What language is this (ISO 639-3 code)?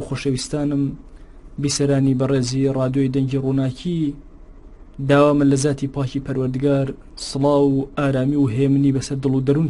ckb